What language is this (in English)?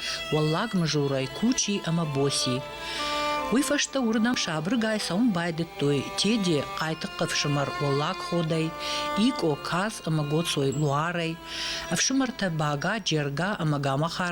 Ossetic